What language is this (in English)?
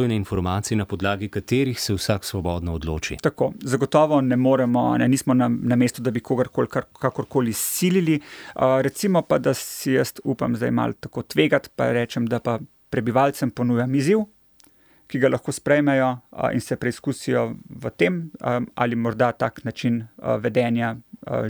Slovenian